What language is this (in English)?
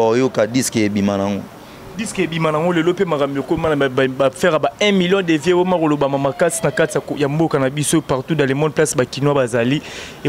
Lingala